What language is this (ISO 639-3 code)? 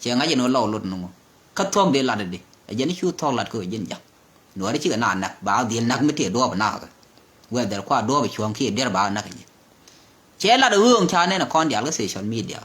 nus